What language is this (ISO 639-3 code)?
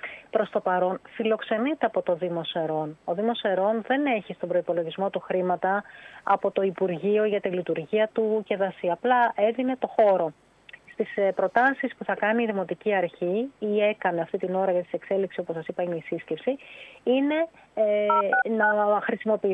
ell